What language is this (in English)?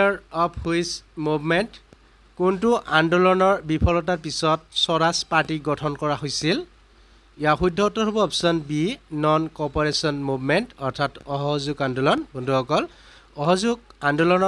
Assamese